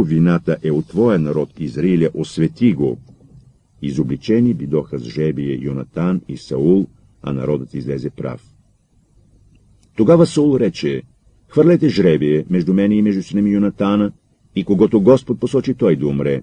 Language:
Bulgarian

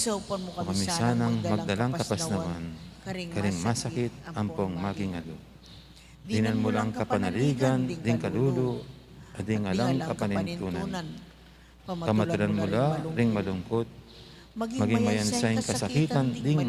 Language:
Pampanga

